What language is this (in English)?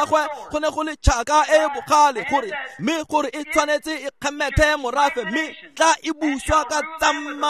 Tswana